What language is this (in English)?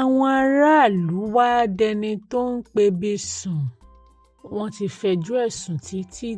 Yoruba